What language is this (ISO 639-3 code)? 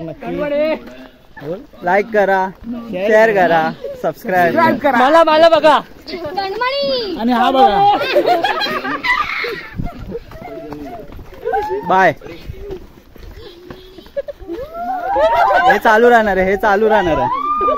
mar